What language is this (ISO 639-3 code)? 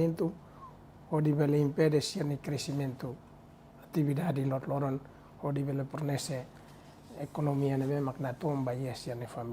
tet